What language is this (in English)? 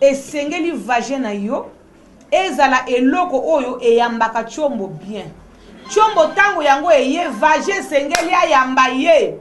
Lingala